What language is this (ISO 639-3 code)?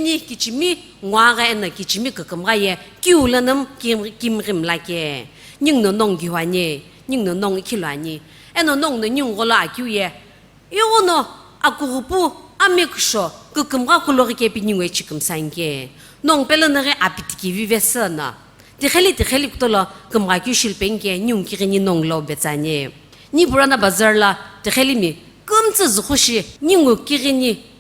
nsm